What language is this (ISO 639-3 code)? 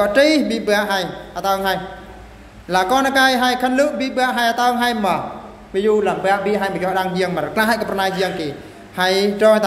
bru